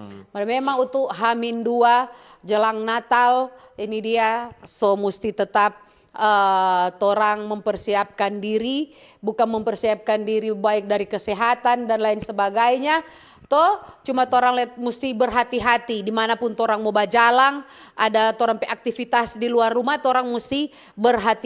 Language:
Manado Malay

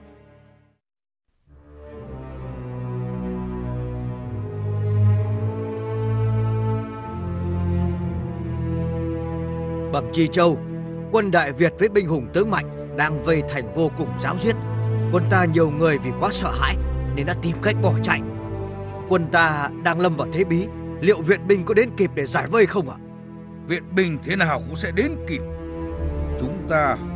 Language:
Vietnamese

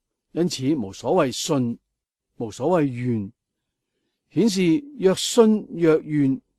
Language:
Cantonese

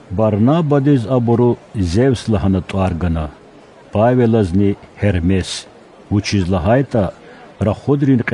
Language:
Lezghian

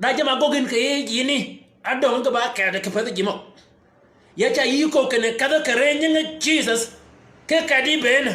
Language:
Shilluk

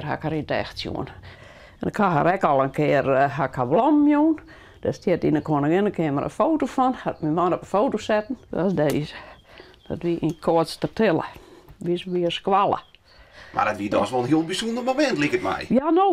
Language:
Western Frisian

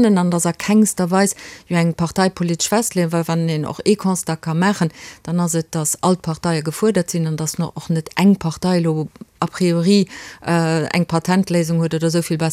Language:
Luxembourgish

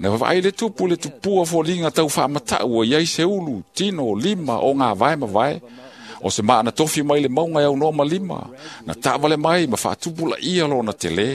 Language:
Samoan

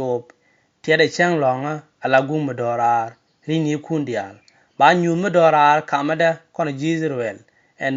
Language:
Nuer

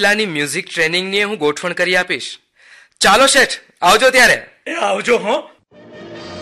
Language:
Gujarati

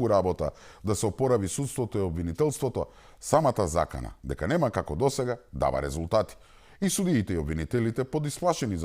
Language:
Macedonian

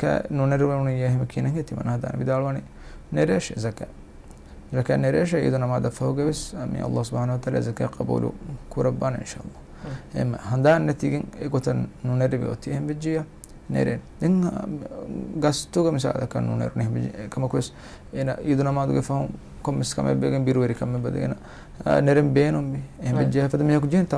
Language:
Divehi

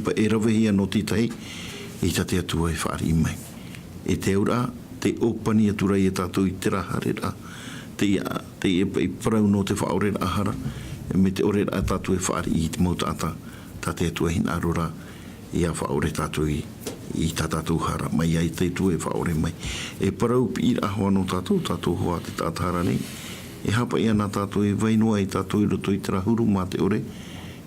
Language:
Tahitian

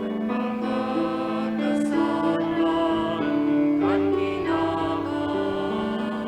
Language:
Bikol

